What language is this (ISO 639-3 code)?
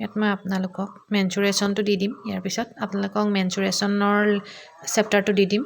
asm